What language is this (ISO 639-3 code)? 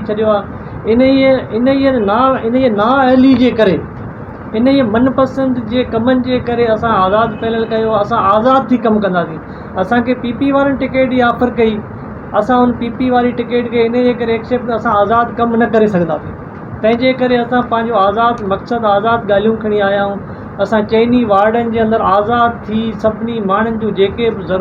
snd